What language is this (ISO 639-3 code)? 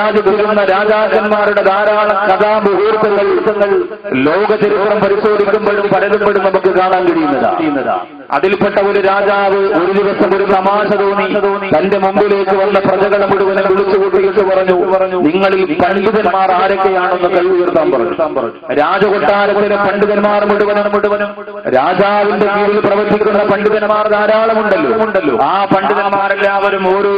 mal